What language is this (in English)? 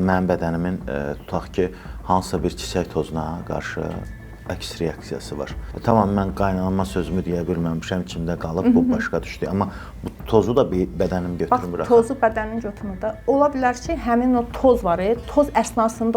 Azerbaijani